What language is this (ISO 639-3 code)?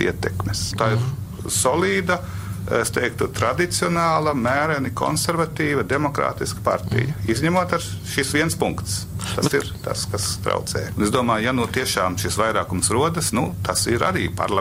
lav